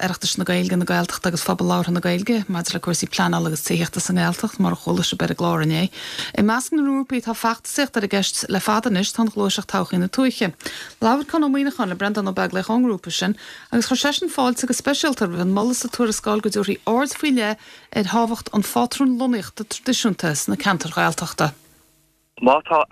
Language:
Irish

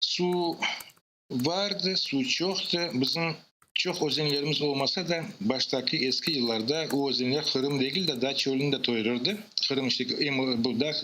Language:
Crimean Tatar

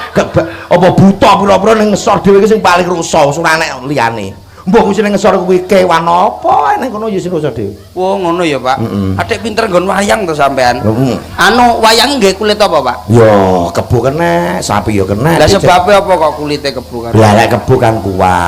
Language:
Javanese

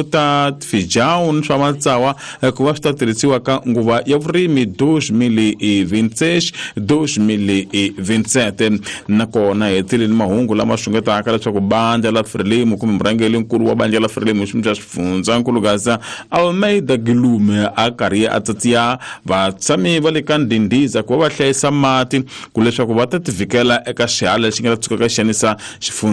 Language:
Tsonga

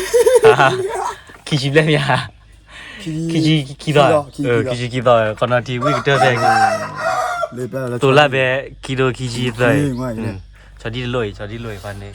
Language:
S'gaw Karen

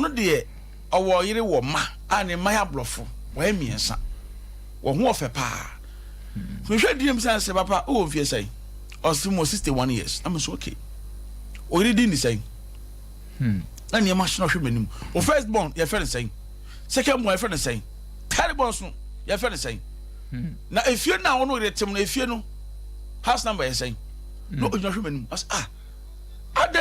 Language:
Akan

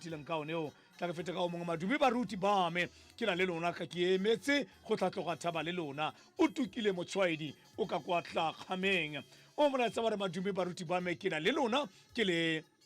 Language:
Tswana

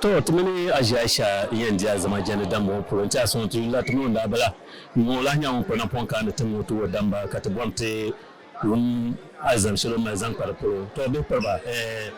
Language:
Dagbani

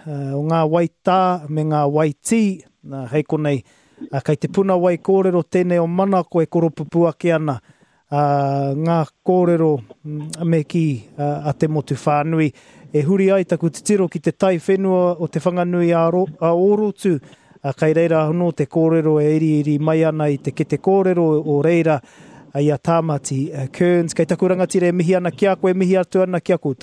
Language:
Māori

